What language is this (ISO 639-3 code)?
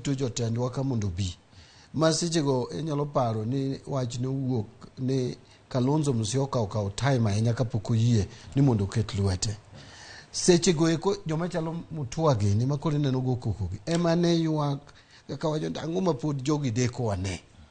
luo